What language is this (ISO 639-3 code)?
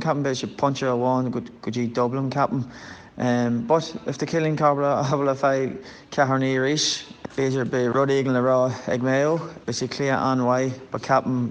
gle